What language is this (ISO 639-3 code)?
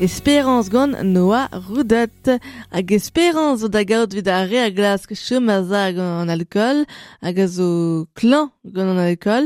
bre